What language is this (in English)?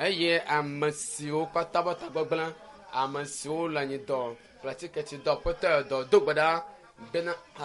Ewe